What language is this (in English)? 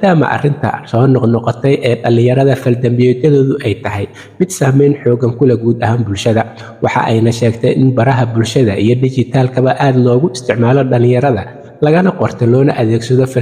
Somali